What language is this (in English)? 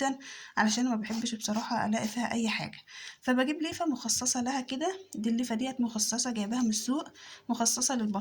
Egyptian Arabic